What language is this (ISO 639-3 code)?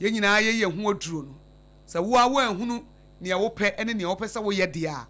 aka